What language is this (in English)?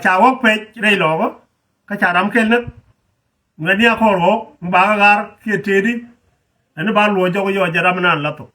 Nuer